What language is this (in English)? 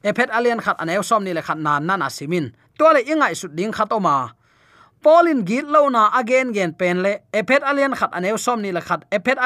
Tedim Chin